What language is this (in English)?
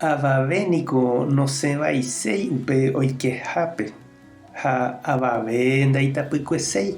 Guarani